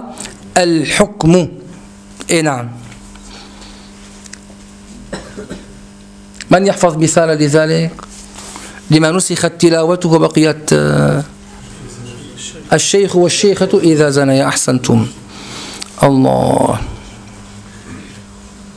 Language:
Arabic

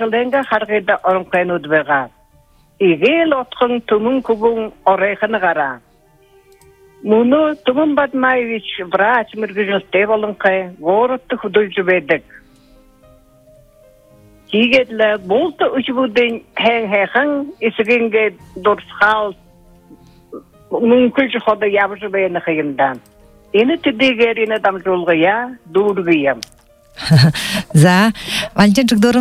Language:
Buriat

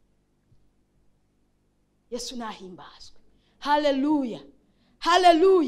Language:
Kinyarwanda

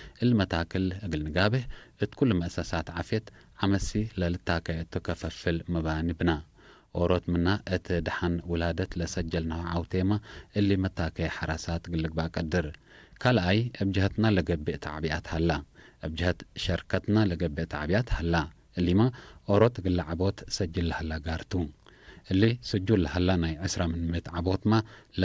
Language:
Tigre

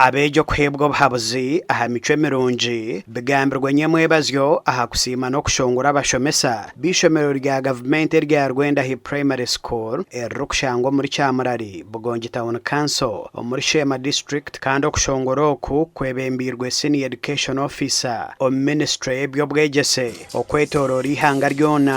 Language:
Nyankole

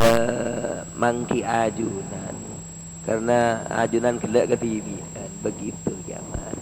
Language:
Madurese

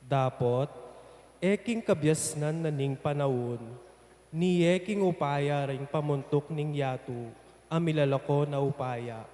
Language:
Pampanga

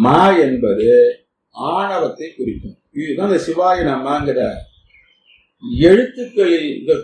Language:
Tamil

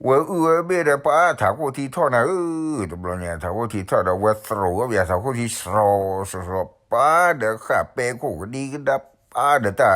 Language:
S'gaw Karen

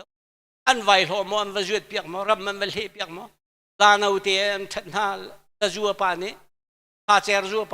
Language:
Hakha Chin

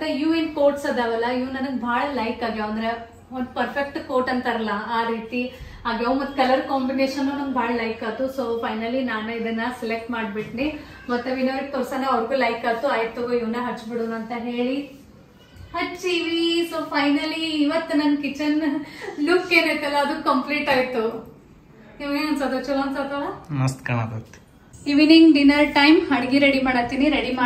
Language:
Kannada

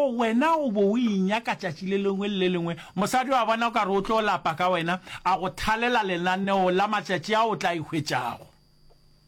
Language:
Northern Sotho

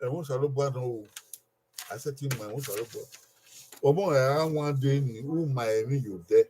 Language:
Bini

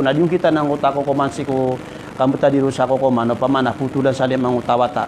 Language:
Maranao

